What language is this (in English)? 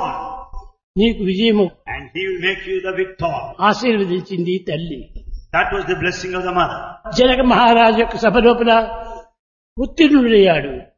Telugu